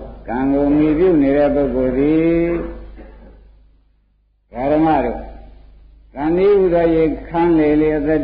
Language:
Burmese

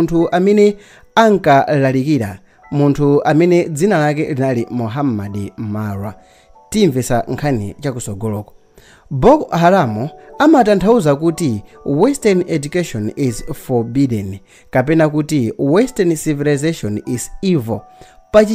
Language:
Nyanja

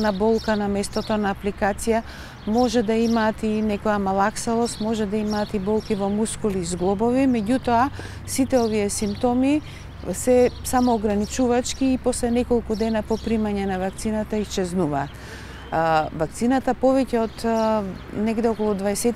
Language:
Macedonian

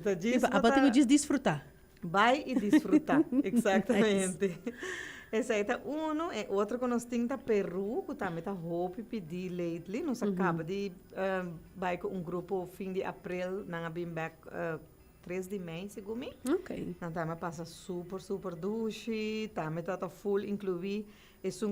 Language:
Papiamento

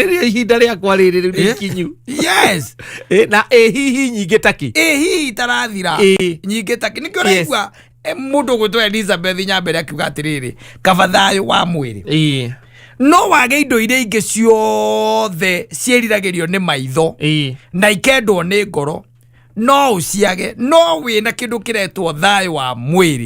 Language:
Kikuyu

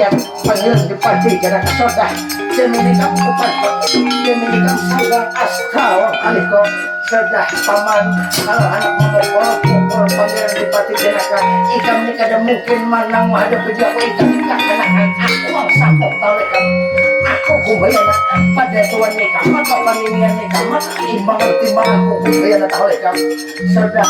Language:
Banjar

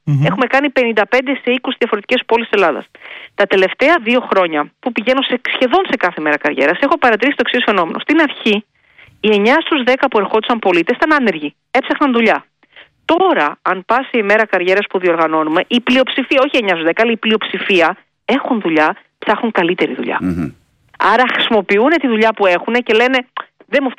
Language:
Greek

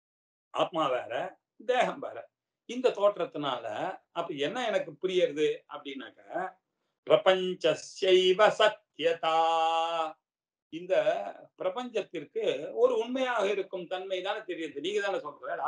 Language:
Tamil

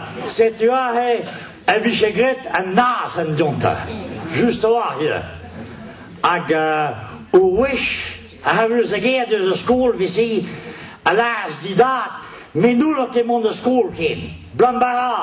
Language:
Breton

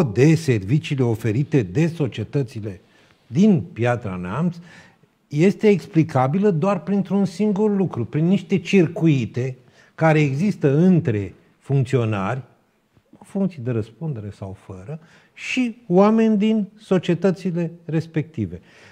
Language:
Romanian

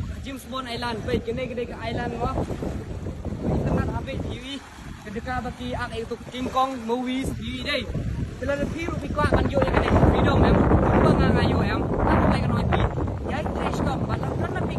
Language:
Khasi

